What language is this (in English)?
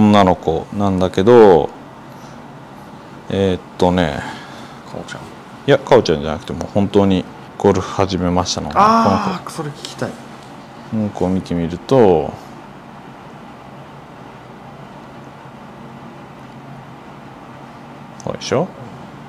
Japanese